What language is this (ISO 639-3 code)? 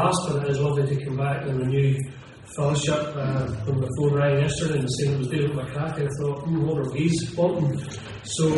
eng